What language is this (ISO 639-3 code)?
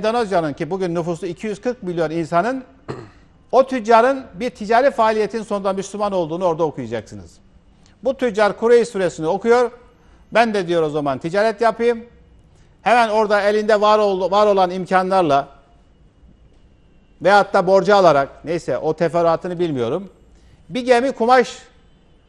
tur